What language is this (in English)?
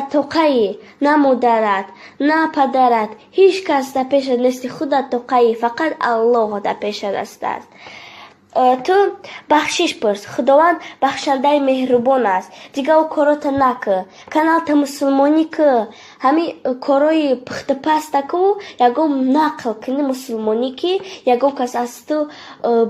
Tajik